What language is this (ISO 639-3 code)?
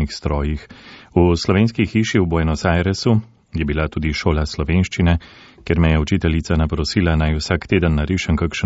slv